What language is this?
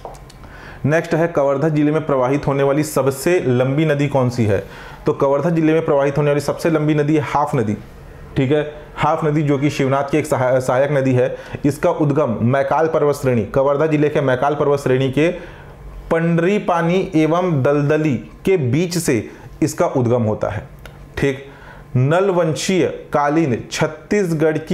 Hindi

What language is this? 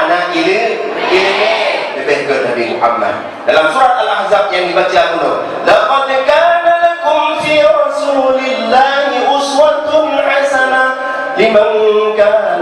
Achinese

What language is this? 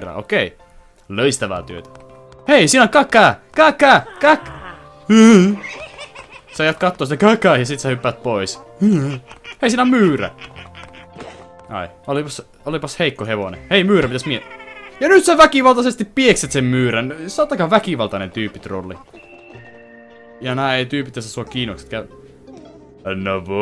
Finnish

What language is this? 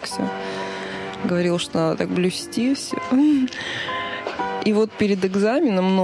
Russian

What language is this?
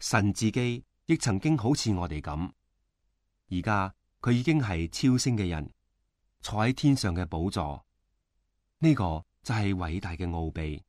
Cantonese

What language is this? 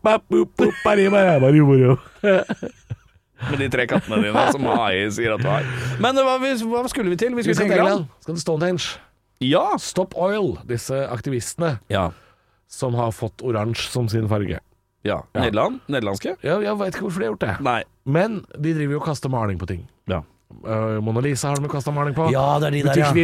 Norwegian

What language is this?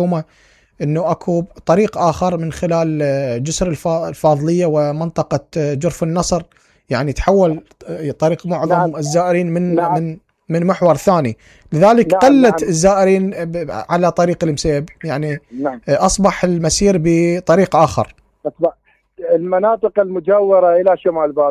Mesopotamian Arabic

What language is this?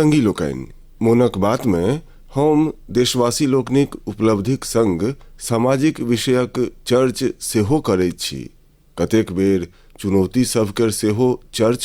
Maithili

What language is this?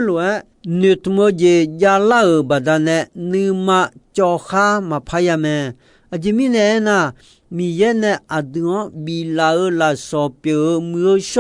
Akha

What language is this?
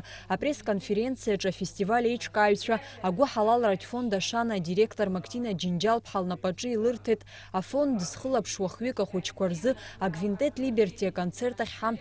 Abkhazian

